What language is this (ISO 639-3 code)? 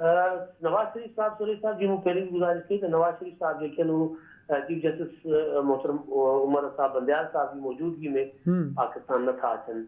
snd